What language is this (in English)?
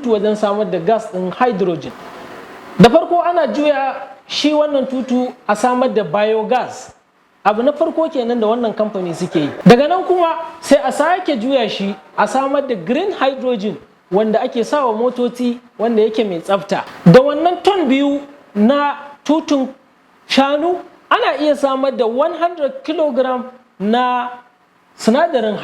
Hausa